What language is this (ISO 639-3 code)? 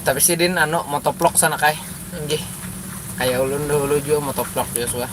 bjn